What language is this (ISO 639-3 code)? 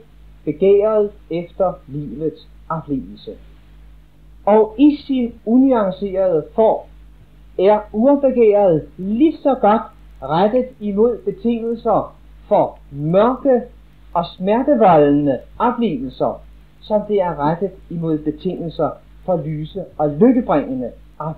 dan